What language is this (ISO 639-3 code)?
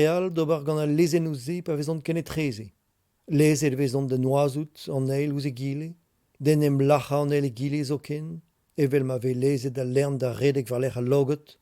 bre